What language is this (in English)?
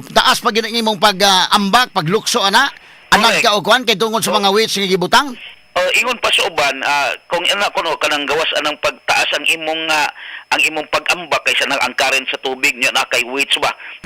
Cebuano